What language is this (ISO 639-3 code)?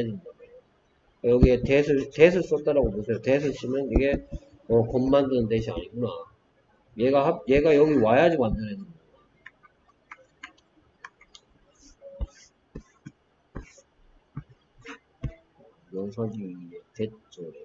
kor